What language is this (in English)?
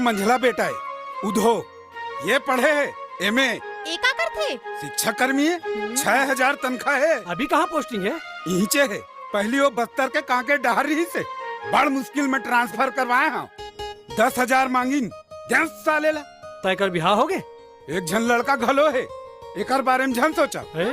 Chhattisgarhi